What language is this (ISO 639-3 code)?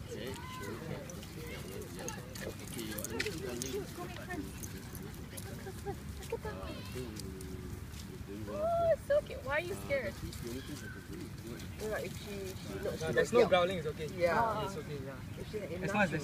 eng